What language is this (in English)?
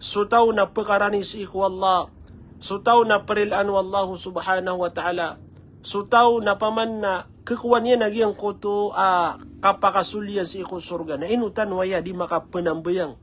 Maranao